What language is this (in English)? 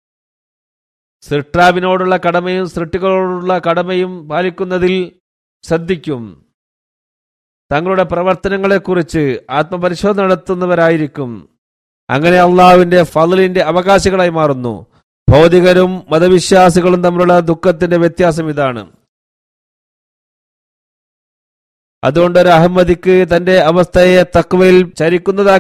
Malayalam